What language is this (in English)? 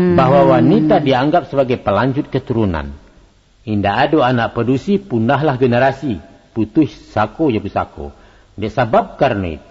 Minangkabau